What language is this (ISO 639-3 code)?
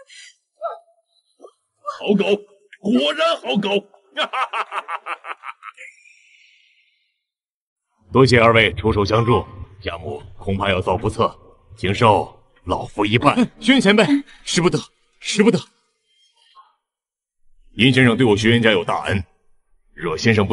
zho